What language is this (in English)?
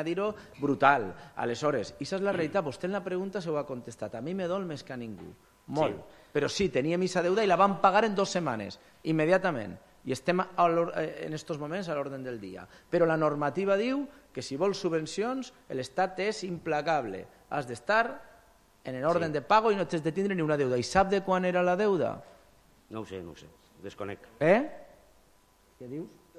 Catalan